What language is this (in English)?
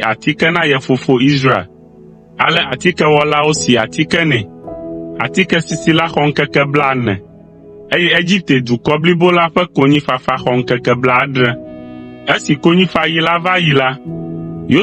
Ewe